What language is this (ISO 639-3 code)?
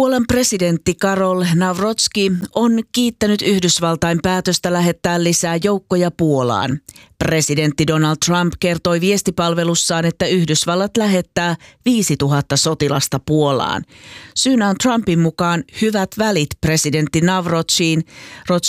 fin